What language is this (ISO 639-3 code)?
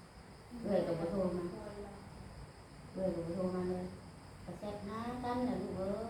lao